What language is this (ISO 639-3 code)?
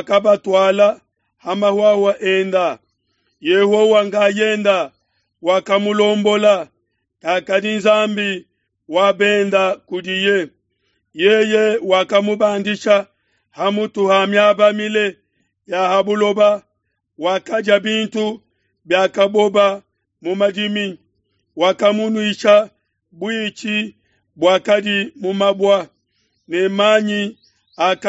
lua